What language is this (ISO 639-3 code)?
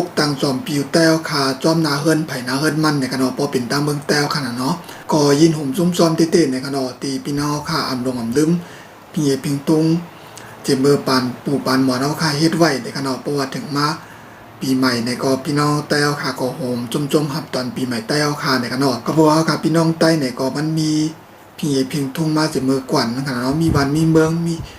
shn